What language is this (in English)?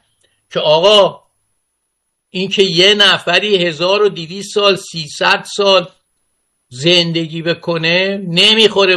Persian